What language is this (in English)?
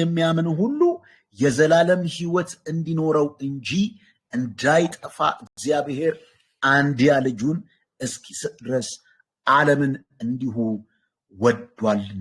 Amharic